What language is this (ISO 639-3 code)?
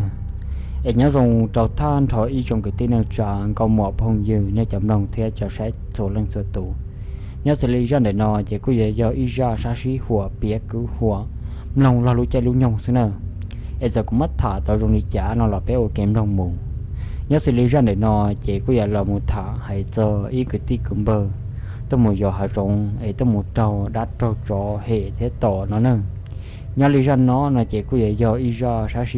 hmn